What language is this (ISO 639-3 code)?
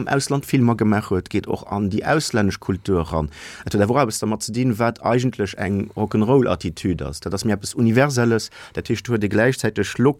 ltz